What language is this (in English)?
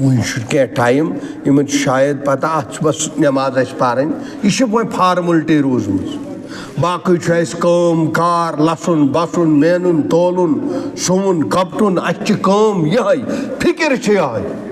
Kashmiri